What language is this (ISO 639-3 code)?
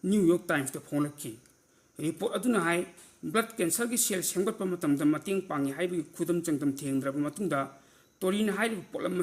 mni